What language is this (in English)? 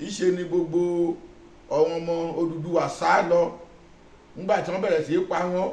Yoruba